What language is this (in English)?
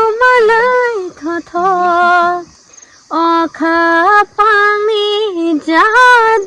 Kok Borok